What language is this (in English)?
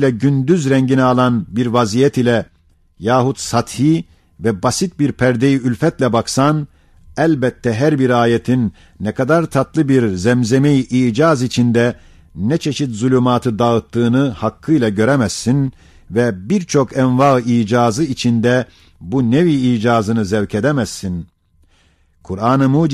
Ottoman Turkish